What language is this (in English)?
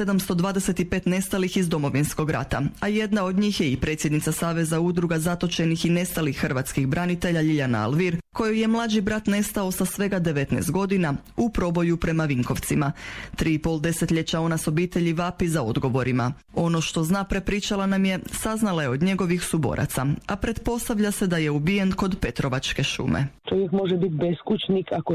Croatian